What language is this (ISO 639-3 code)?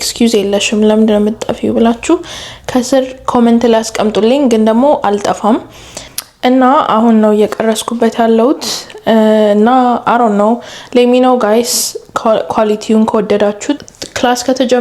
amh